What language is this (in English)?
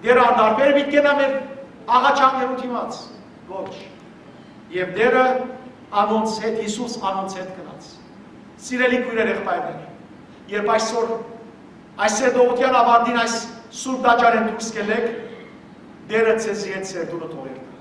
Western Armenian